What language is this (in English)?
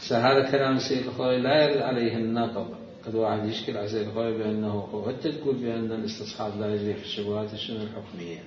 Mesopotamian Arabic